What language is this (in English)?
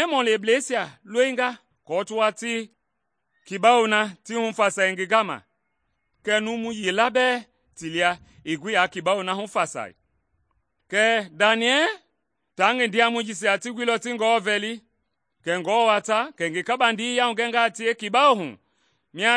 Mende